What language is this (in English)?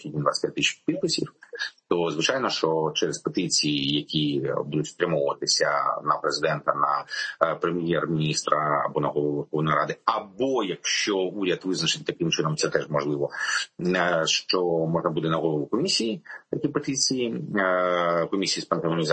Ukrainian